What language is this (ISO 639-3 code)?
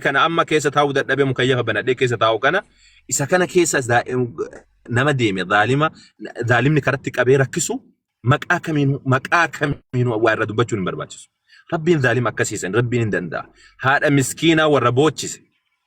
orm